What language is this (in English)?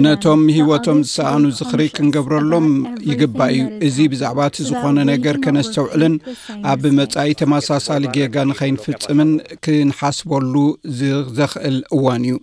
Tigrinya